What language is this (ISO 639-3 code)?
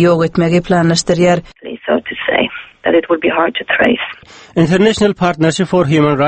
tuk